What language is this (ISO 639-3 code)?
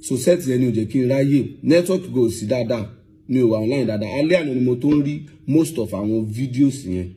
yor